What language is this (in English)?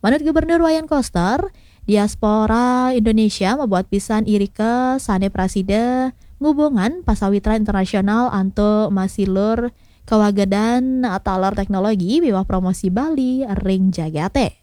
Balinese